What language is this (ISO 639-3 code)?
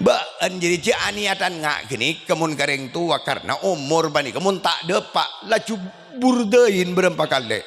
mad